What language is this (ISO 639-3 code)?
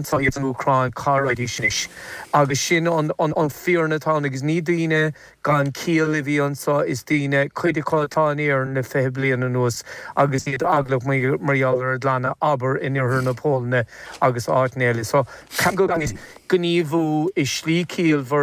gle